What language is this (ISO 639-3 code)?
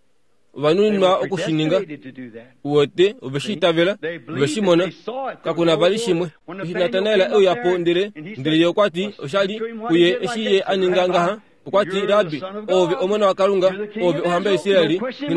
kua